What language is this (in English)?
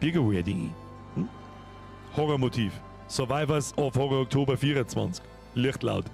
Bavarian